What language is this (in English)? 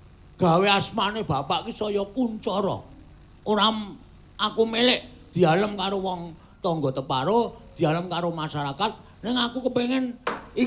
Javanese